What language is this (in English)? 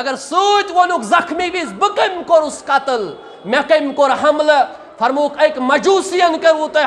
Kashmiri